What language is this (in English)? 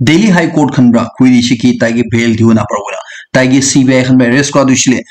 Naga Pidgin